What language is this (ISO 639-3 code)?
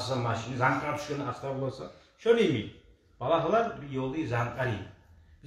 kum